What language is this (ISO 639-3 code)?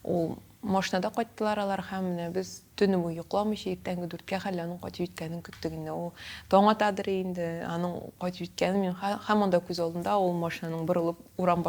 tat